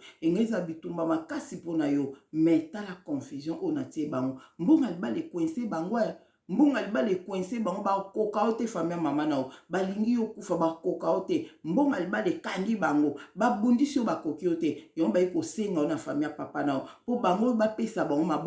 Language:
Lingala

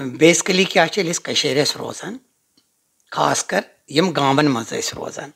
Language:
Kashmiri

